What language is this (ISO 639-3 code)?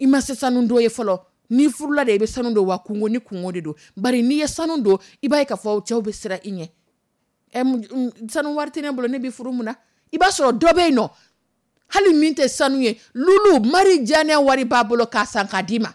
dyu